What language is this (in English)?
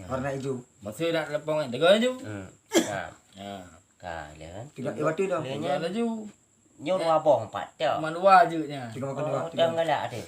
Achinese